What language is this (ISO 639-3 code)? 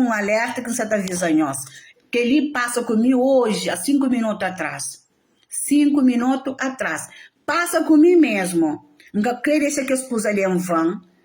kea